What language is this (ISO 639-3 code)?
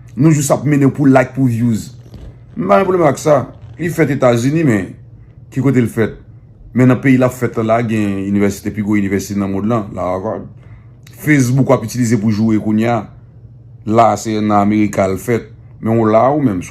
hat